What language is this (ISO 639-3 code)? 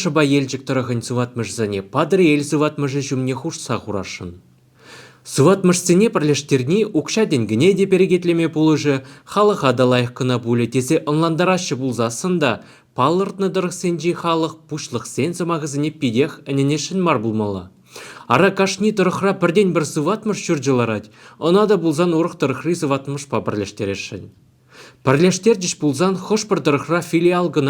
chv